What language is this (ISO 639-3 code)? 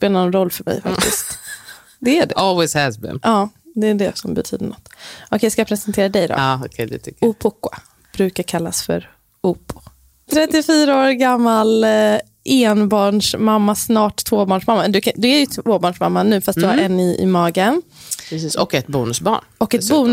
swe